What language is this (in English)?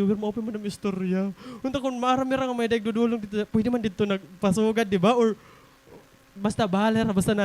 Waray